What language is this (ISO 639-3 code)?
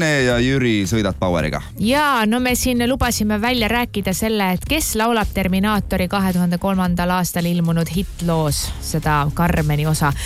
est